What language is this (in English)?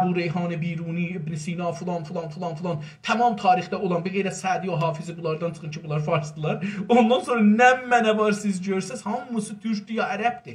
South Azerbaijani